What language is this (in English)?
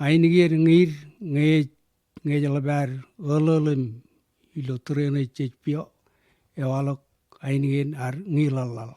Marshallese